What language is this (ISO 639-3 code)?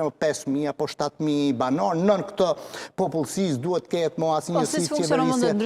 sqi